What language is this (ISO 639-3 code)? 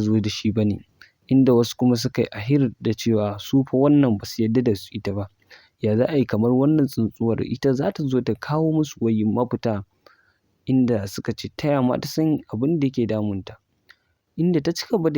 hau